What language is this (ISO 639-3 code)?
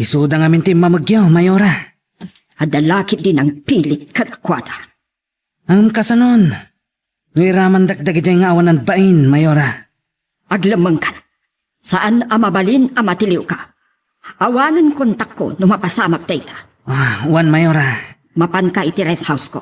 ilo